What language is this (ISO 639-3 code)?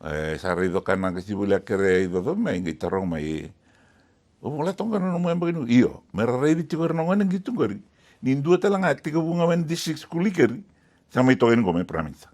fij